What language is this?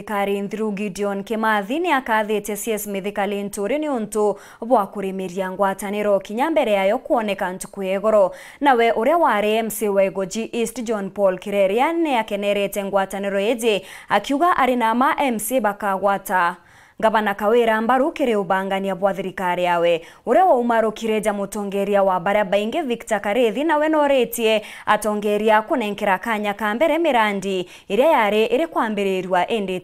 Meru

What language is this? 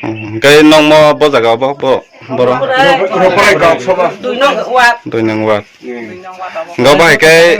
Kok Borok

